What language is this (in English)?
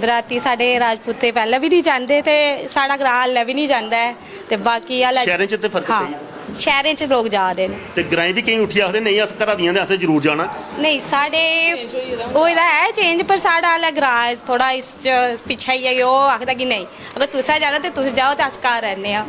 Dogri